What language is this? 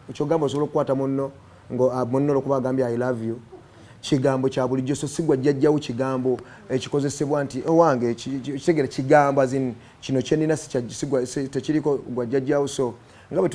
Ganda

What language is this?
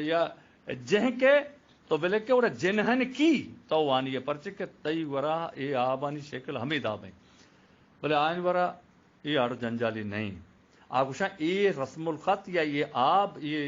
Eastern Balochi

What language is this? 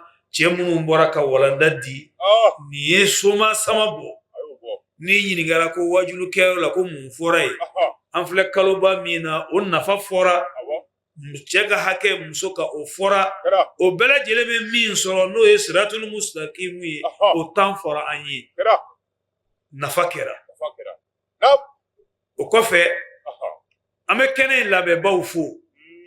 Bambara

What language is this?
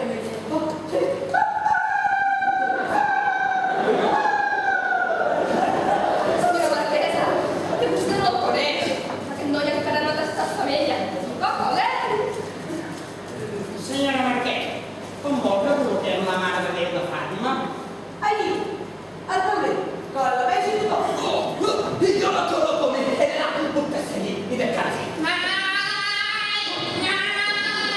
Catalan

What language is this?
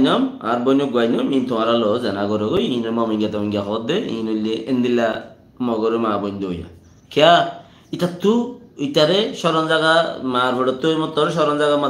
Rohingya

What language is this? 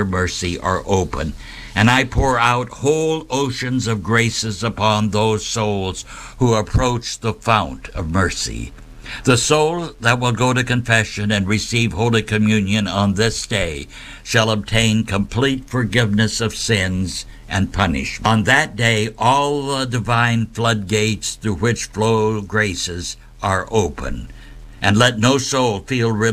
English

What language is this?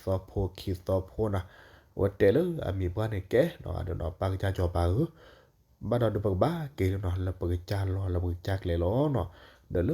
S'gaw Karen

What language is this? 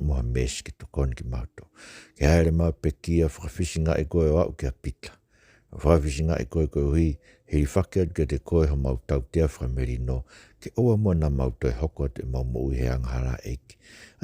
Tongan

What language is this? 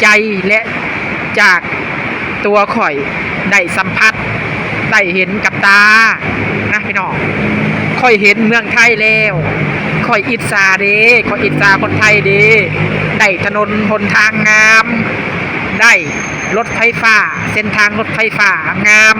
Lao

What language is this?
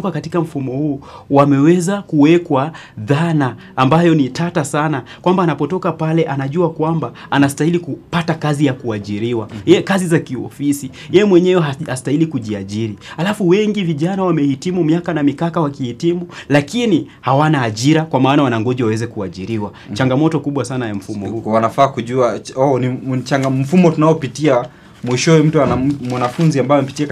Swahili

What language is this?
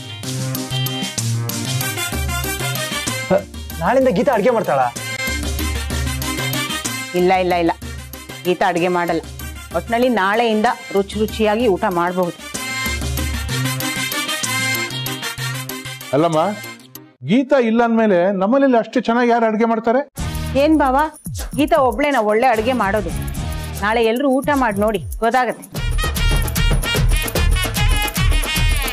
Kannada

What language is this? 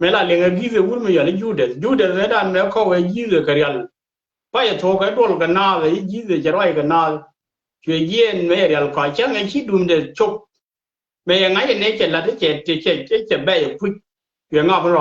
Nuer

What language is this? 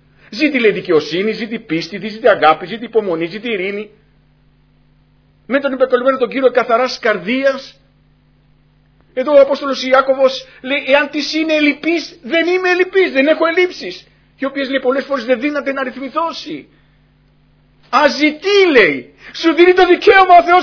Greek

